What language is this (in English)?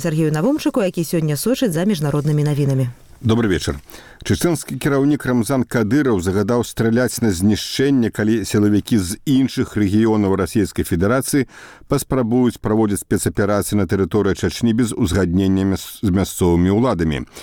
Belarusian